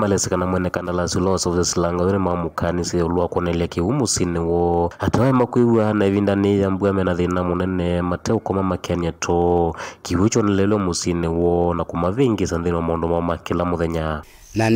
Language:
Kamba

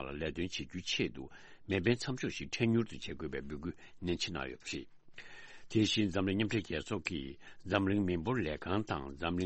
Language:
Tibetan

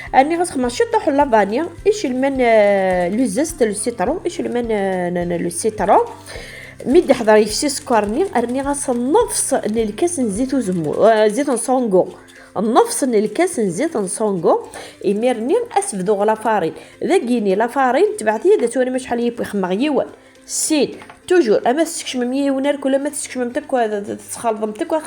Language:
Kabyle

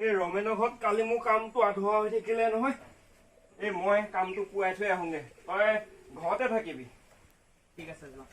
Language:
Assamese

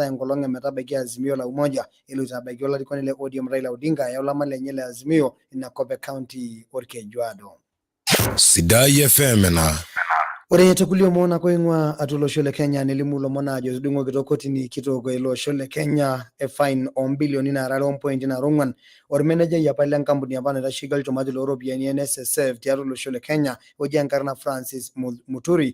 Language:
Masai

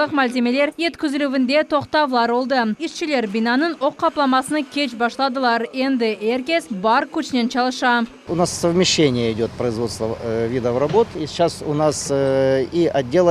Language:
Crimean Tatar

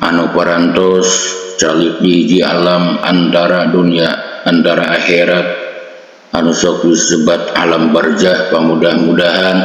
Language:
Sundanese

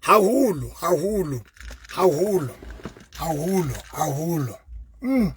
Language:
Southern Sotho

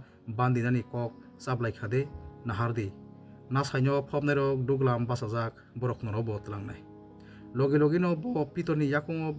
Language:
Kok Borok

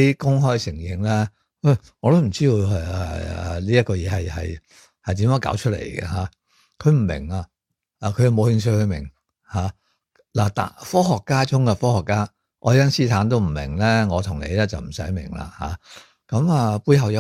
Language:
Cantonese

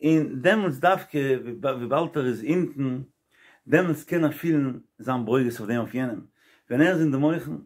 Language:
Yiddish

